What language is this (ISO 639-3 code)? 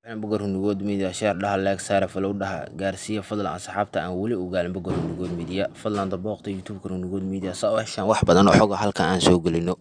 som